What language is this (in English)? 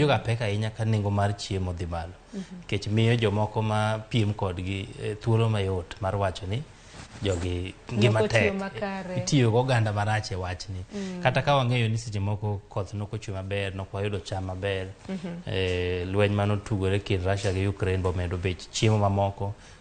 Luo (Kenya and Tanzania)